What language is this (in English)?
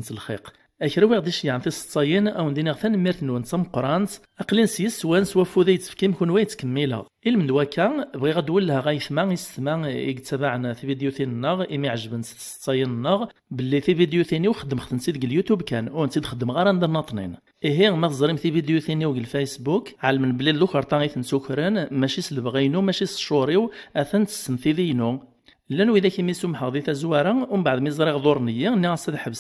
Kabyle